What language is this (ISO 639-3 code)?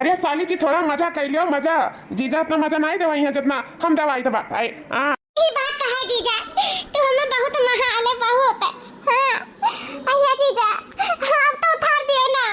awa